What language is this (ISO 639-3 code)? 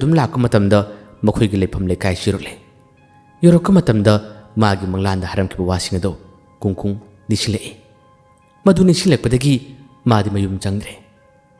mni